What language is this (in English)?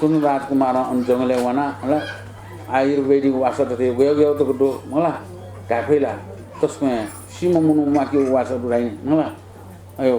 Newari